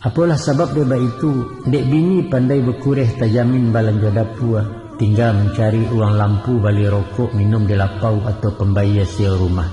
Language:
Minangkabau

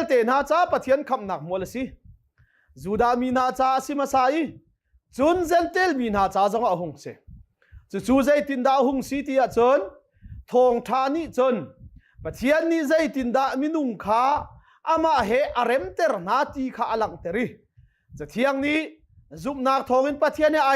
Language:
Hakha Chin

